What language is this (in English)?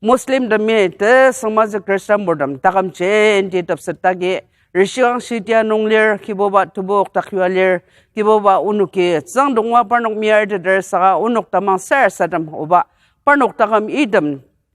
Ao Naga